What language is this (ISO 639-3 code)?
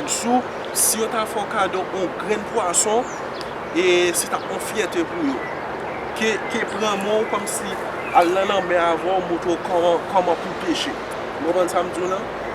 hat